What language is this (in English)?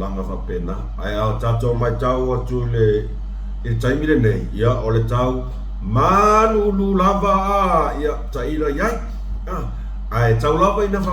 Samoan